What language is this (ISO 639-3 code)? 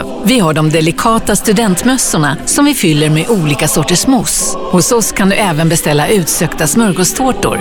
swe